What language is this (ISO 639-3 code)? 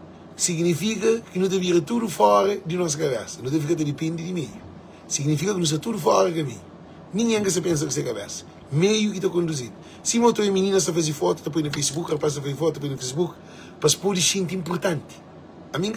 kea